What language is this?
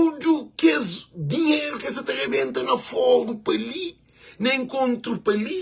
Kabuverdianu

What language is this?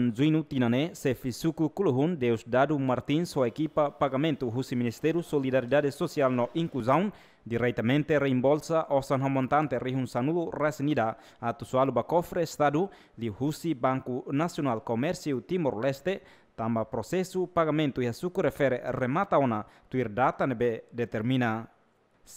Tetum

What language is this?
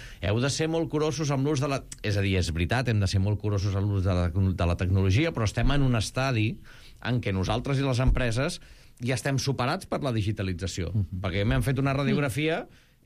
Catalan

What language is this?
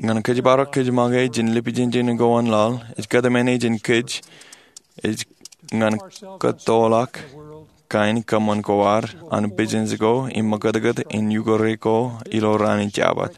Marshallese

